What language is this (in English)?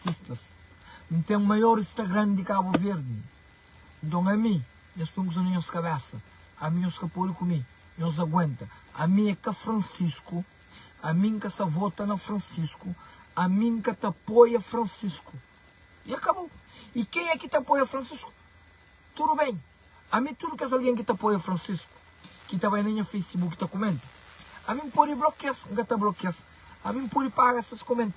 Kabuverdianu